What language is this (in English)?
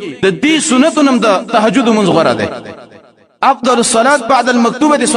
Pashto